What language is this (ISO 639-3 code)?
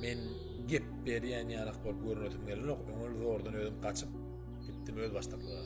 tuk